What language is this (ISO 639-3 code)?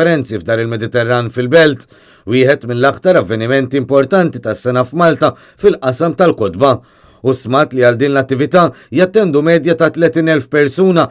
mlt